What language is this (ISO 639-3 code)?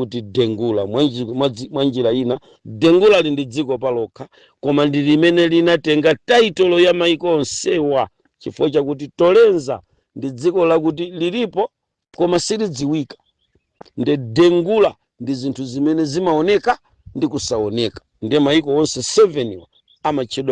nya